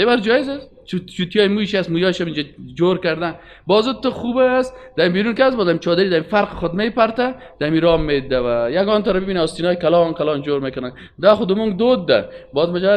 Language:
Persian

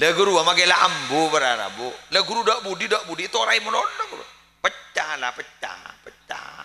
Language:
Madurese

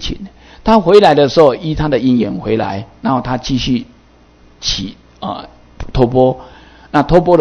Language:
Chinese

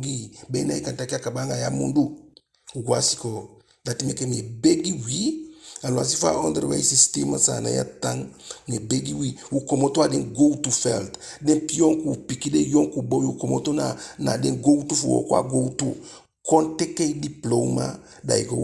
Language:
Eastern Maroon Creole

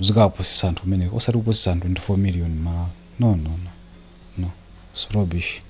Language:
Nyanja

